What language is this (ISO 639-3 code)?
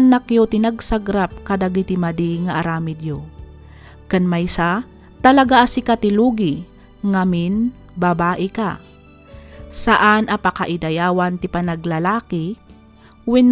ilo